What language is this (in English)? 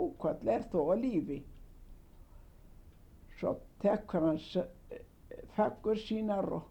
Icelandic